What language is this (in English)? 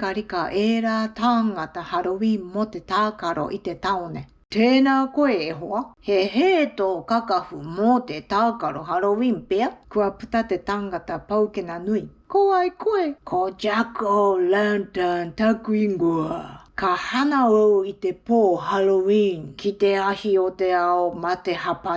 Māori